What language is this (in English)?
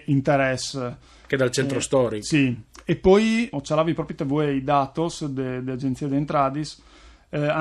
Friulian